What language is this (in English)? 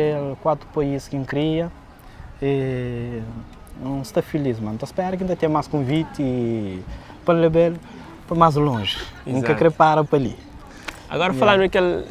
Kabuverdianu